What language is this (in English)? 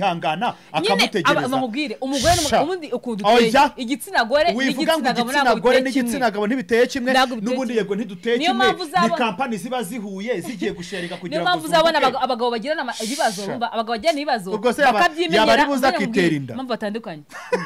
Kinyarwanda